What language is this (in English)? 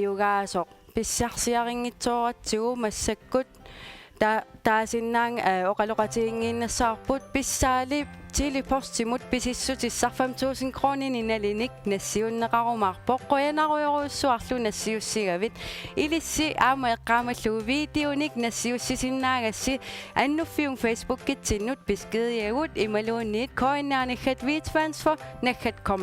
Kalaallisut